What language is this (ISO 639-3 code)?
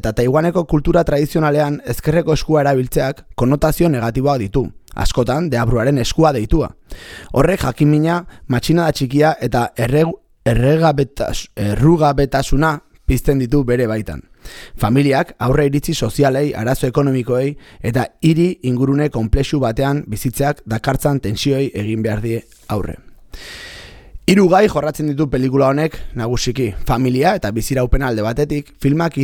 eus